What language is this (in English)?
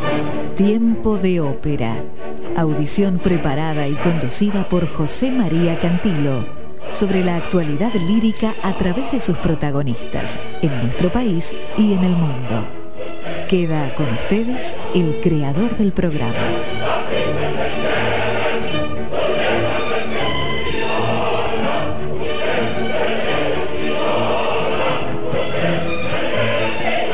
Spanish